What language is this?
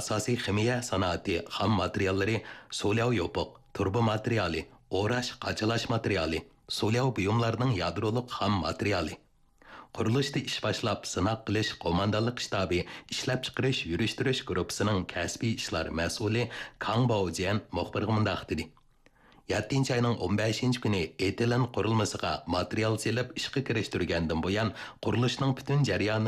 Uyghur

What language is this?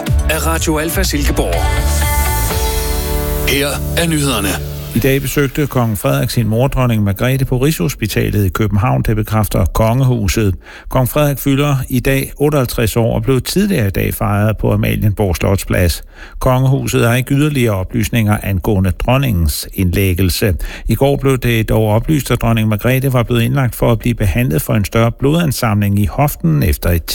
Danish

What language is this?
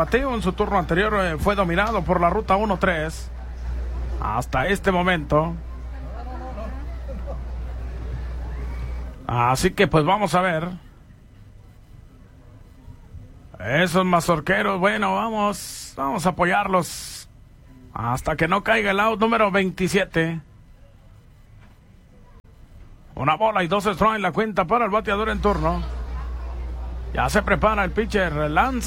Spanish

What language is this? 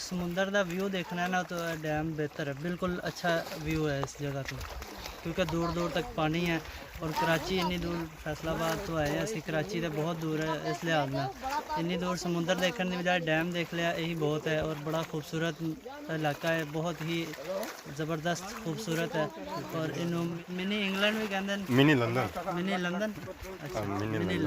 Pahari-Potwari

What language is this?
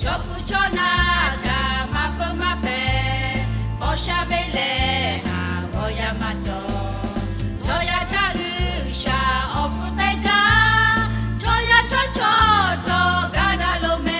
Lahu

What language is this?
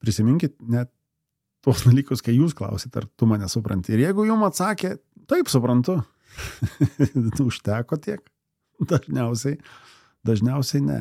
Lithuanian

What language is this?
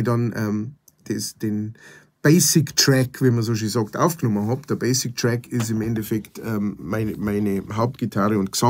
Bavarian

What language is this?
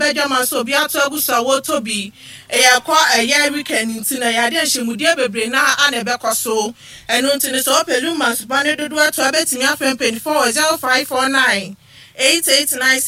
Akan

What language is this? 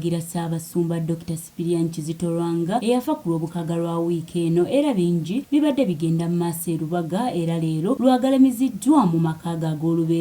Ganda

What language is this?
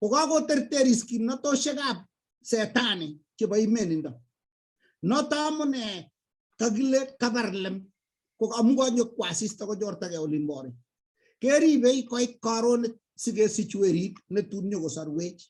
Kalenjin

